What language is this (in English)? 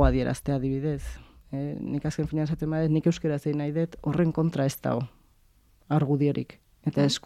Basque